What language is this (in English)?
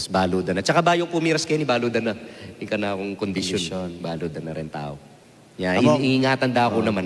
Pampanga